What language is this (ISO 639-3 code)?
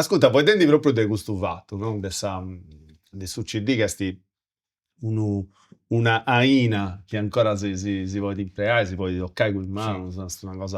srd